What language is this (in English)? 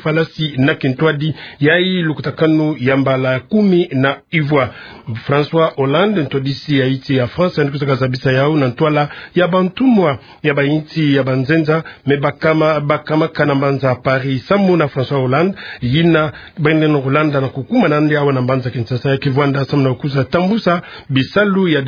Kituba (Democratic Republic of Congo)